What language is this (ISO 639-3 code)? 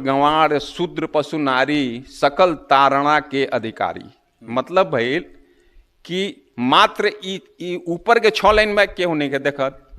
bho